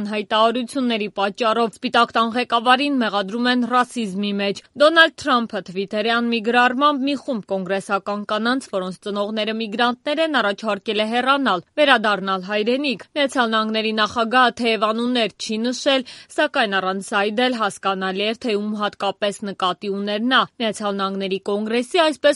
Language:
Armenian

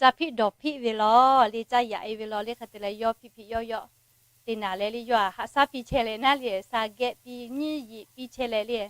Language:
Lahu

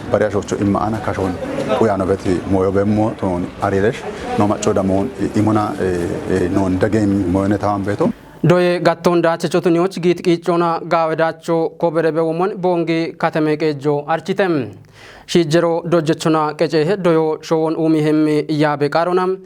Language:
Kafa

